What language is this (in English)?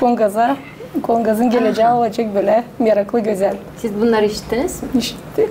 Gagauz